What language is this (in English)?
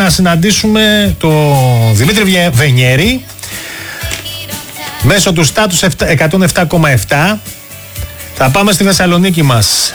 Greek